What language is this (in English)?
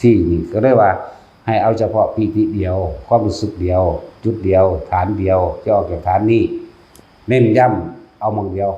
Northeastern Thai